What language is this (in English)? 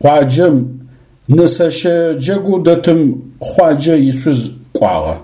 Adyghe